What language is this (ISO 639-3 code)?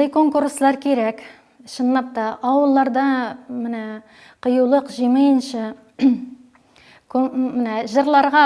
tat